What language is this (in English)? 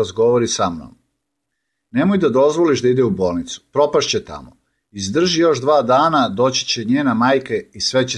Serbian